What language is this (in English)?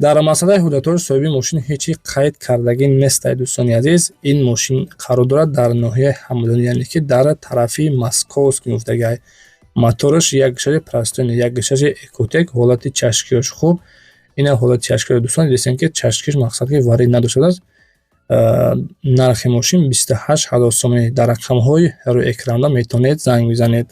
Tajik